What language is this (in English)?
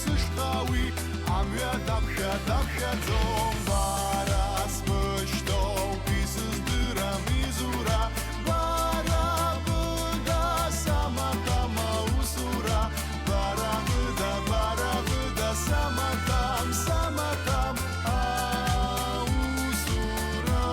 Abkhazian